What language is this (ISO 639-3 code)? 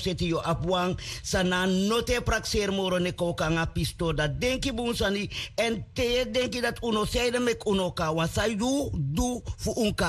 srn